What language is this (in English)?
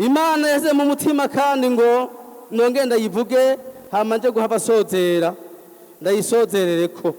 Rundi